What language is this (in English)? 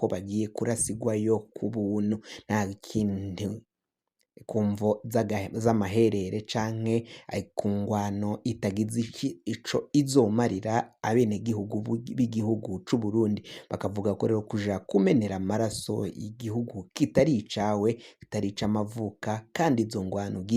Rundi